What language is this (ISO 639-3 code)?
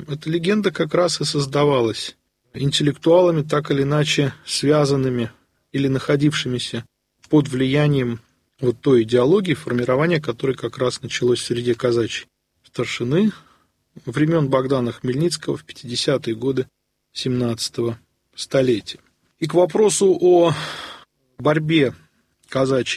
rus